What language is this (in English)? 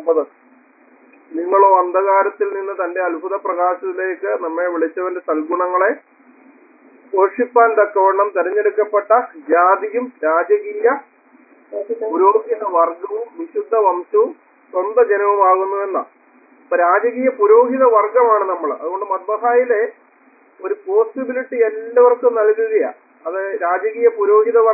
Malayalam